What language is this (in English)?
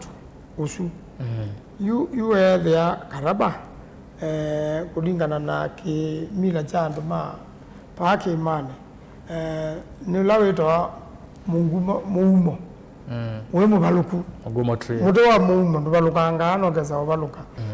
Kamba